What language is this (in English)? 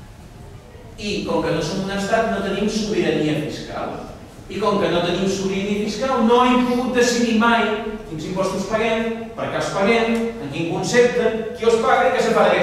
Catalan